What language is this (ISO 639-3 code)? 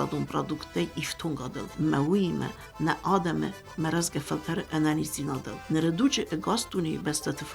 oss